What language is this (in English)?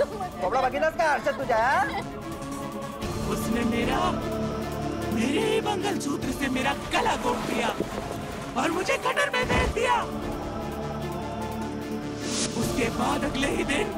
Hindi